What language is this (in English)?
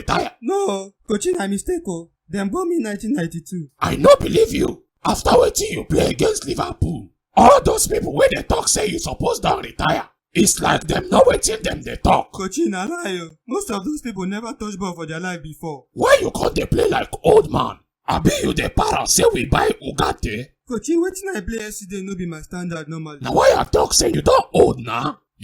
Nigerian Pidgin